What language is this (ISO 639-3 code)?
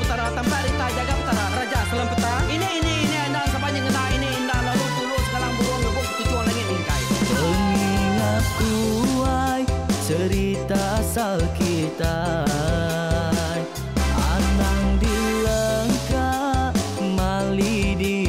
iba